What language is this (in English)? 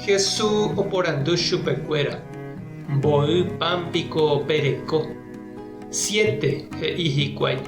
Guarani